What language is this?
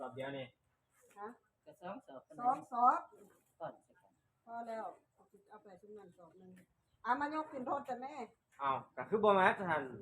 Northeastern Thai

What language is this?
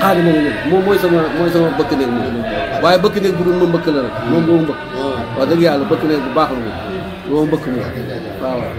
Wolof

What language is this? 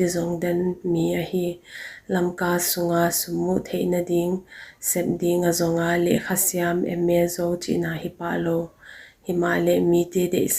Paite Chin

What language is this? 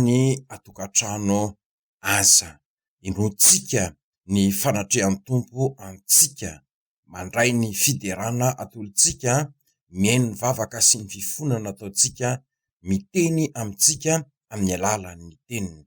Malagasy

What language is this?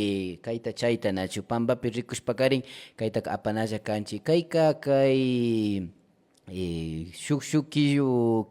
Imbabura Highland Quichua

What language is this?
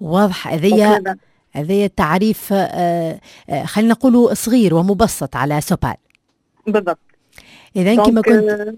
Tunisian Arabic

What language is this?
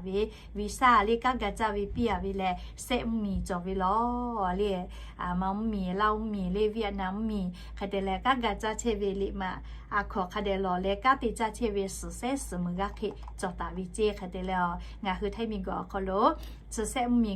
Lahu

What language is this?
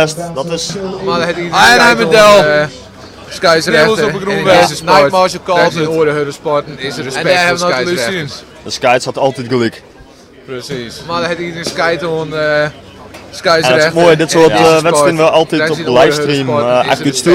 Western Frisian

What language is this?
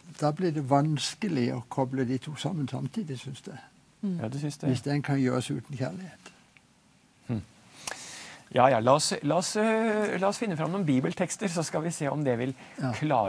Norwegian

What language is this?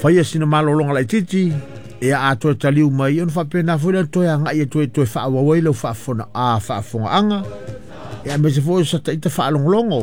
Samoan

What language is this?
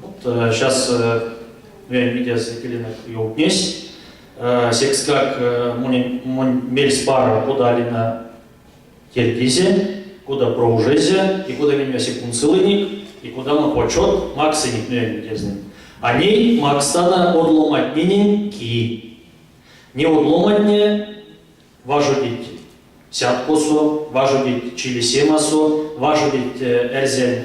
Erzya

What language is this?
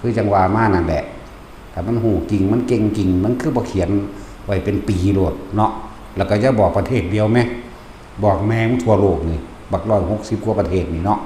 Northeastern Thai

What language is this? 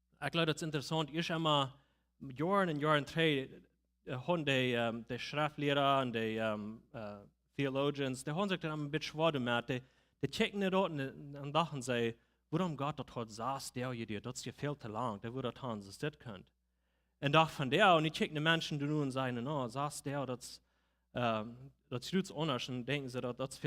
Plautdietsch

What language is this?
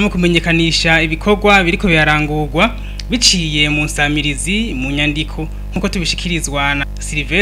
Rundi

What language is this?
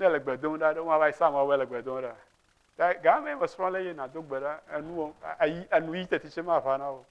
Ewe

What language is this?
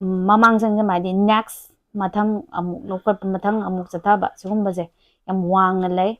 Manipuri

